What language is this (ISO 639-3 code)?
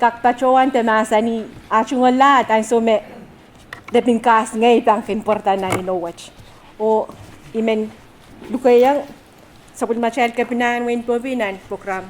pon